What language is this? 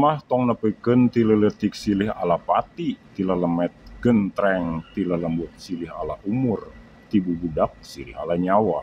Sundanese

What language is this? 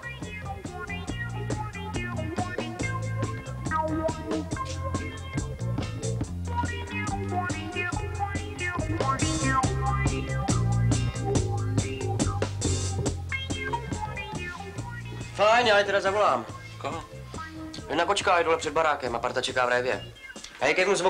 Czech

